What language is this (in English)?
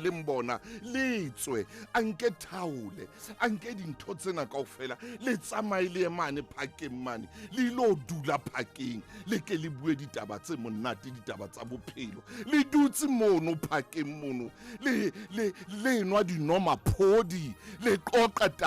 Southern Sotho